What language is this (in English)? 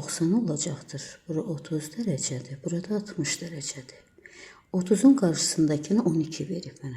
Azerbaijani